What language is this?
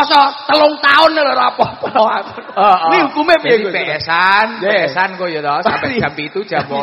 Javanese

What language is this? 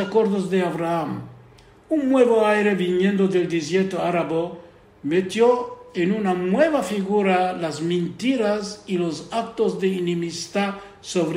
Ladino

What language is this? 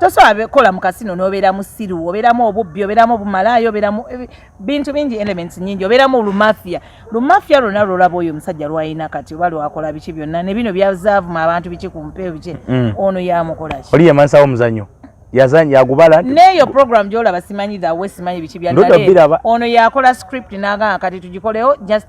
Ganda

